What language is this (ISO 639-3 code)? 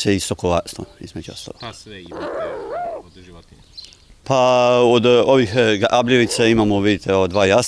srp